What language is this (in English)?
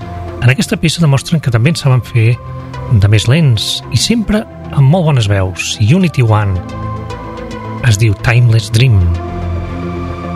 Catalan